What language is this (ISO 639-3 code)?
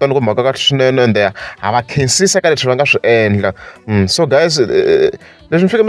tso